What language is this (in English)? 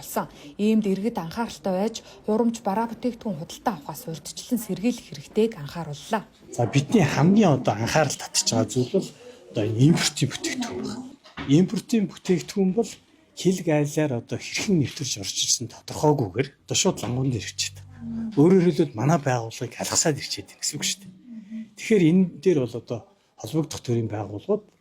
Mongolian